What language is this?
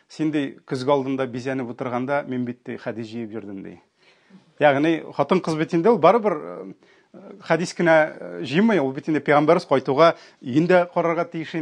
Tatar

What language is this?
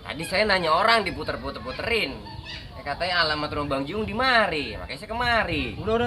Betawi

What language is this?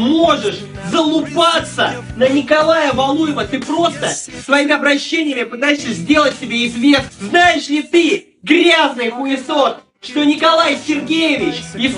Russian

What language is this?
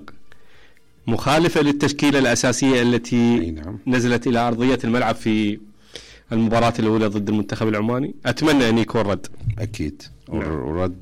Mesopotamian Arabic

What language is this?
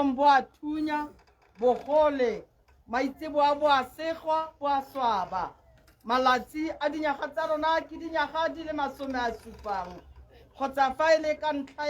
Tswana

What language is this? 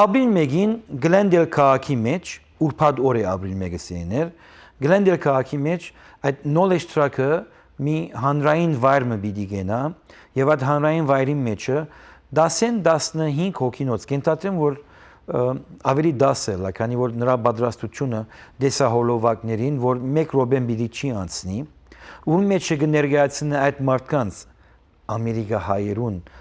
Western Armenian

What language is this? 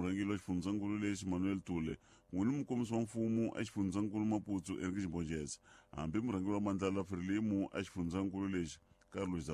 Tsonga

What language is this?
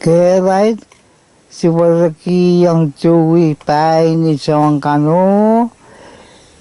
Pohnpeian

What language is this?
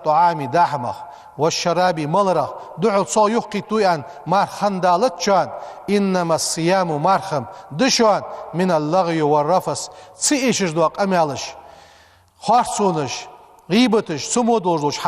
Ingush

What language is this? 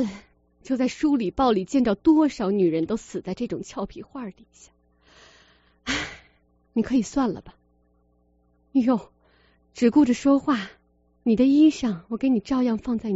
Chinese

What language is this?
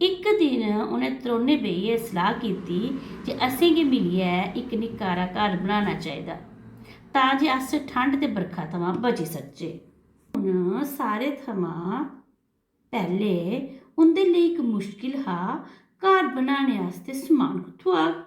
Dogri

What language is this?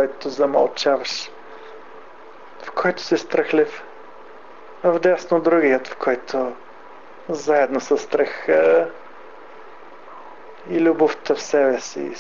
Bulgarian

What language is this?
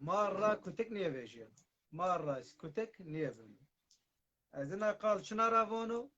Zaza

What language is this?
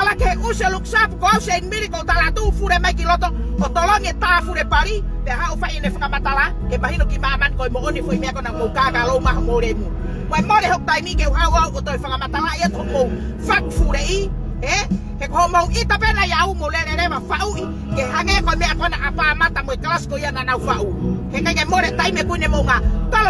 Tongan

